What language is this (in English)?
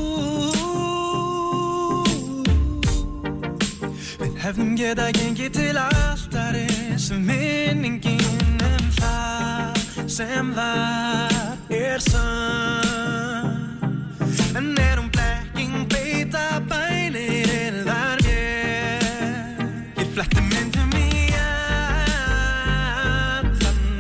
Icelandic